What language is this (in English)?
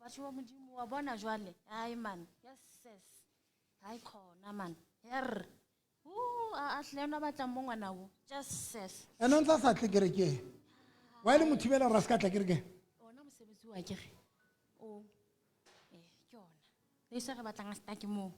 Southern Sotho